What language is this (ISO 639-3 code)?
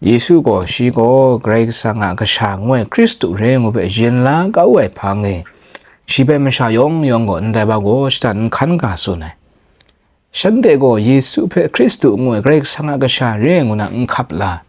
kac